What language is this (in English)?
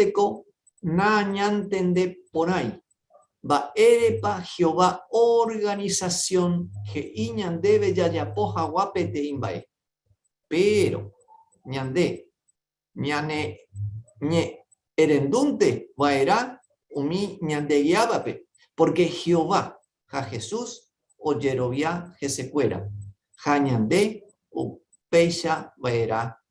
Guarani